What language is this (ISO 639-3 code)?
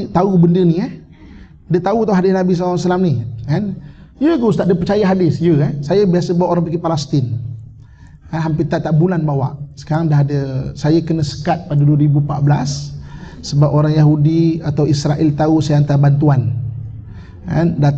msa